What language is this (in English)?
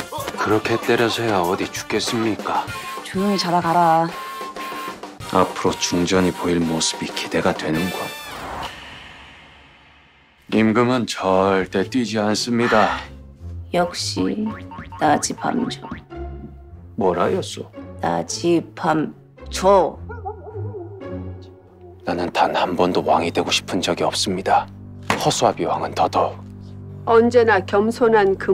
Korean